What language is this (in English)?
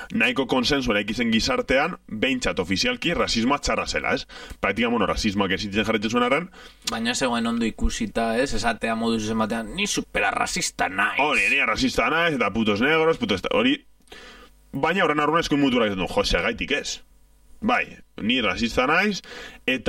Basque